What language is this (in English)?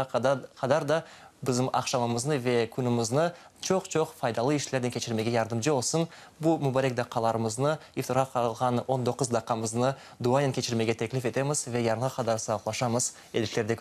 Crimean Tatar